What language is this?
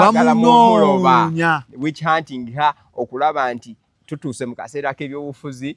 Ganda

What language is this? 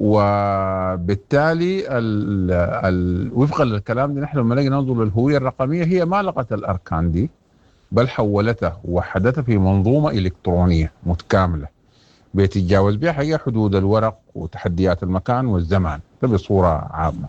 Sudanese Arabic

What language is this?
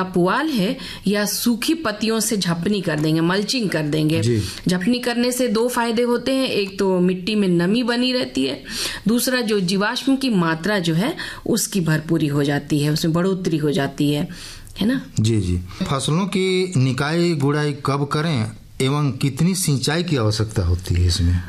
Hindi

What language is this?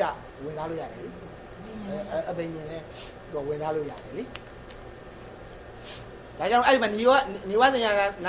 Burmese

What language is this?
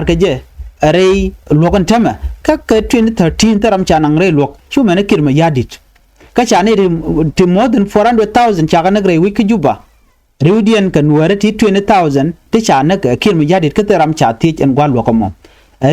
Nuer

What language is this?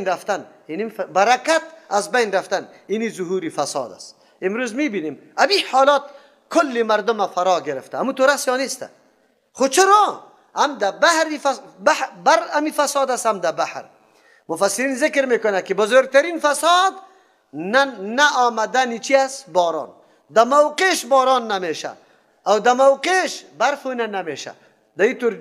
Persian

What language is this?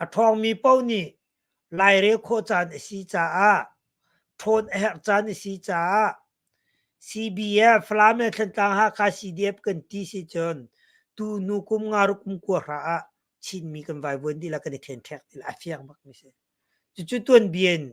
Hakha Chin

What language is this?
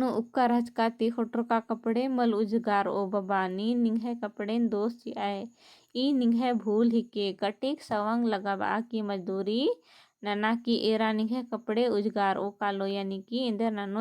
Kurukh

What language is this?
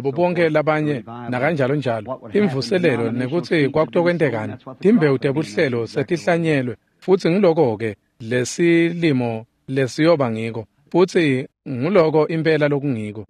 Swati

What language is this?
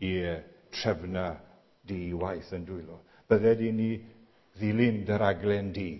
Welsh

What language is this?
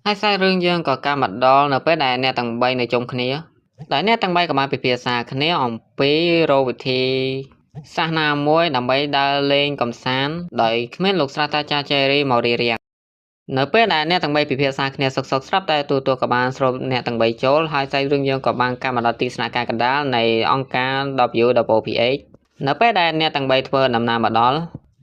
Khmer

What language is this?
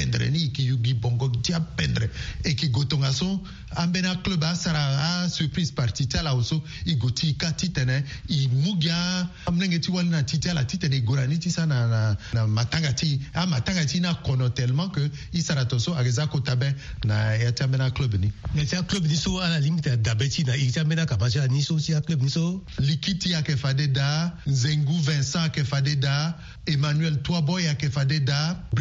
Sango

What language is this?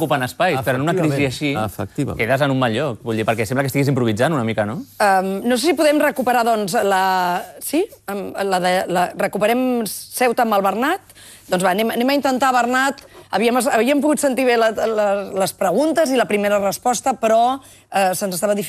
Catalan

